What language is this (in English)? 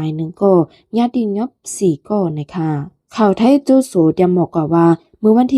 Shan